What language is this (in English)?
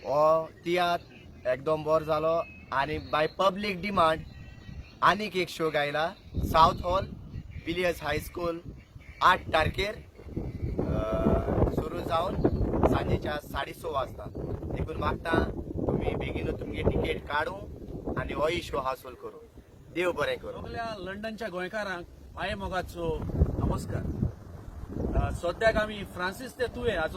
Konkani